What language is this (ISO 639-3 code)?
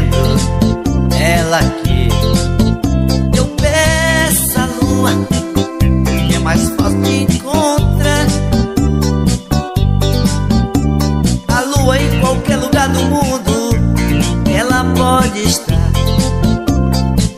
por